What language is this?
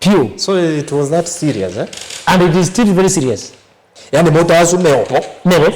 Kamba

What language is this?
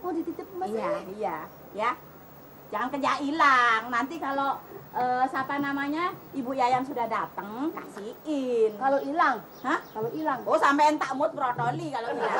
Betawi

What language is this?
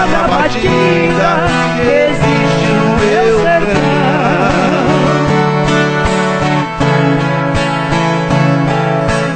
Portuguese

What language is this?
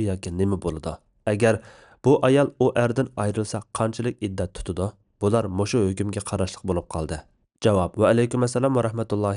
Uyghur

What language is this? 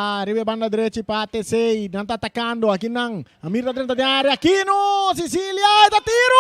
Papiamento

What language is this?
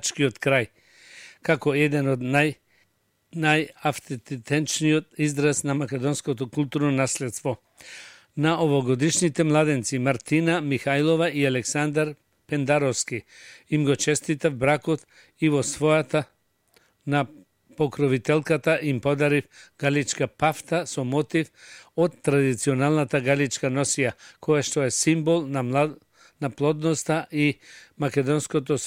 Macedonian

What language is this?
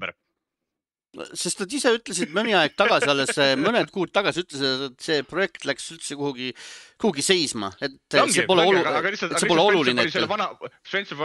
Estonian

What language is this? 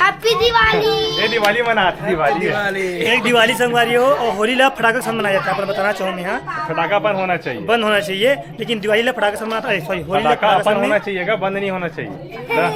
Chhattisgarhi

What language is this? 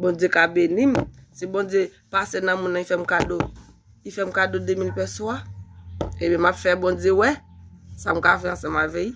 Haitian Creole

